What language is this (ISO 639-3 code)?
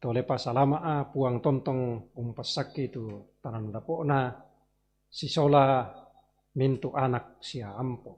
sda